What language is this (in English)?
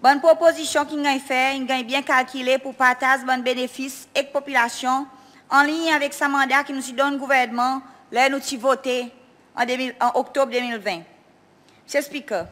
Seselwa Creole French